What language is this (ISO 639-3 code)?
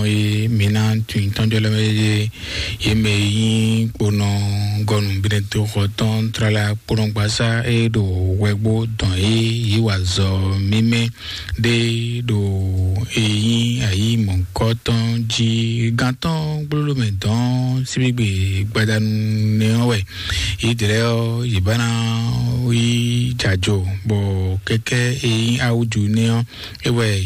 fon